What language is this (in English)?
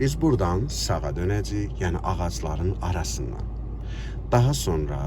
Azerbaijani